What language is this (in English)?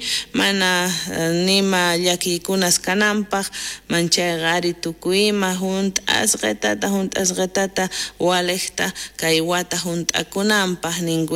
South Bolivian Quechua